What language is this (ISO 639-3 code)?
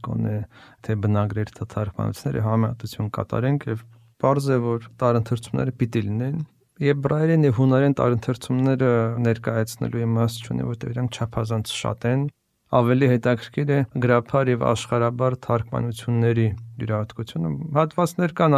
hye